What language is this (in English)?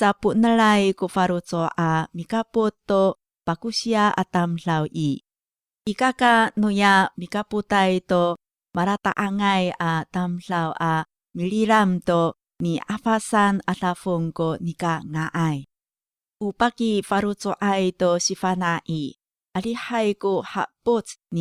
Amis